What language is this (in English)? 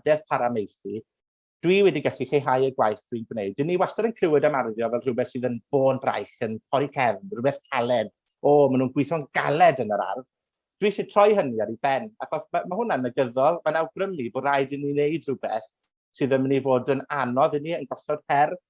Welsh